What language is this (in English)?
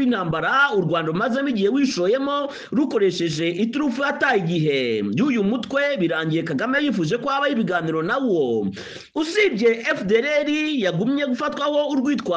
Kinyarwanda